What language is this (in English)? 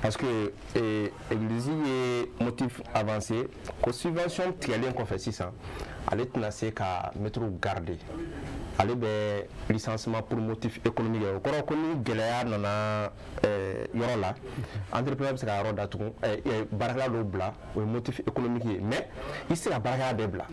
Bambara